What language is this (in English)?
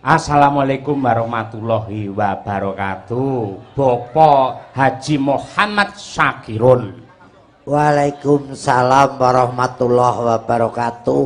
Javanese